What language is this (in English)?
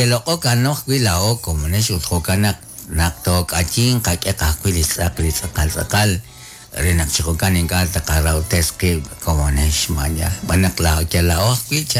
Kekchí